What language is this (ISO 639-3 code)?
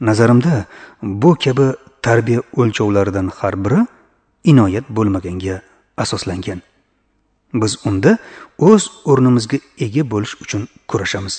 uzb